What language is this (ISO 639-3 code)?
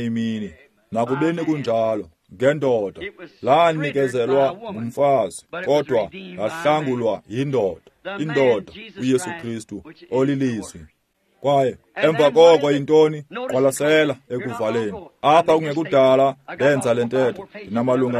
xho